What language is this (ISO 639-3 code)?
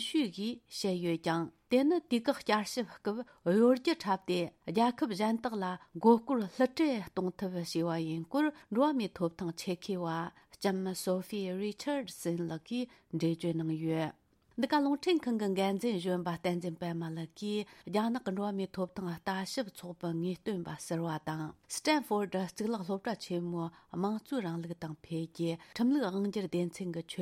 bod